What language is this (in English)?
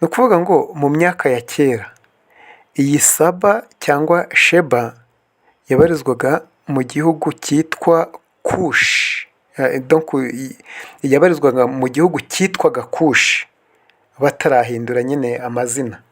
Kinyarwanda